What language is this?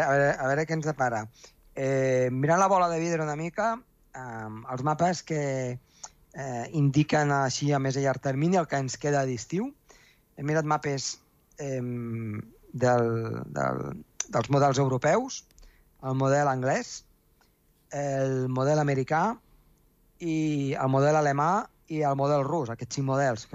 Catalan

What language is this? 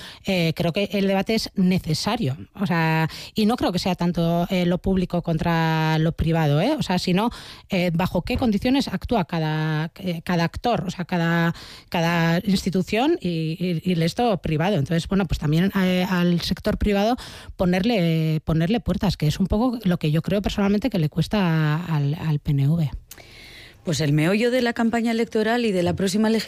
Spanish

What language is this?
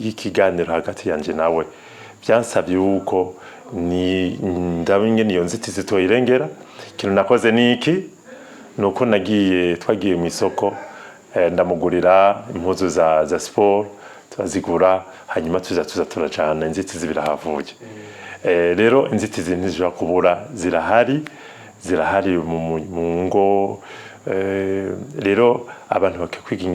Rundi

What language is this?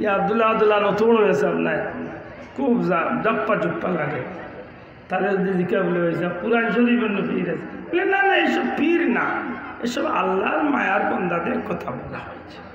Sylheti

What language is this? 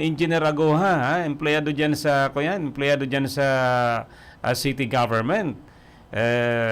Bikol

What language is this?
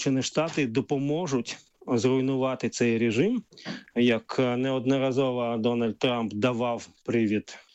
Ukrainian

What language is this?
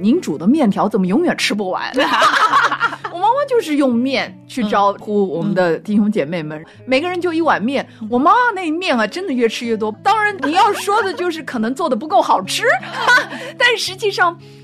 Chinese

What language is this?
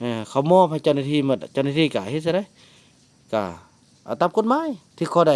Northeastern Thai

